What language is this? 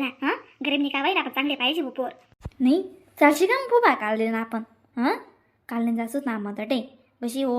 Khandesi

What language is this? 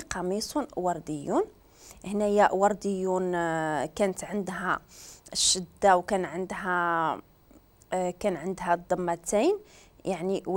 Moroccan Arabic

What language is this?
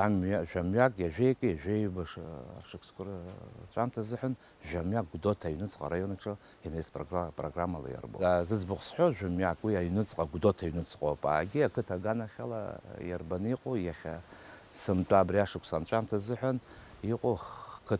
Abkhazian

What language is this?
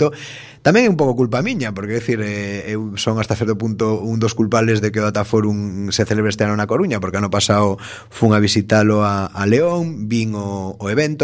Galician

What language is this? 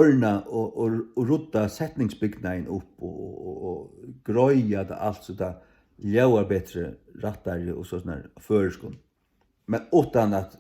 Faroese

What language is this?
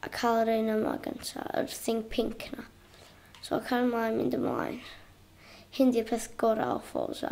Welsh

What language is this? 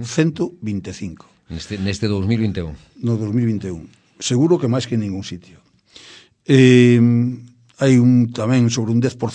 Galician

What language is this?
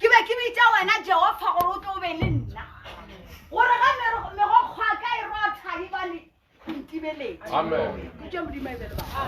Northern Sotho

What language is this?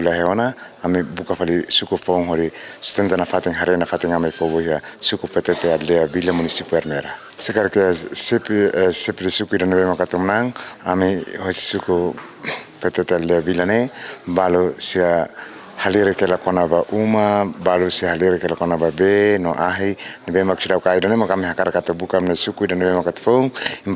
Tetum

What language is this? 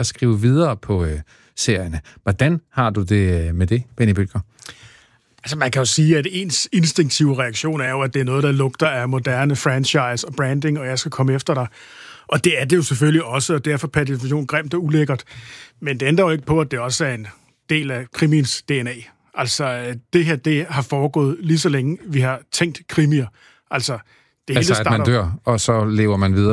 Danish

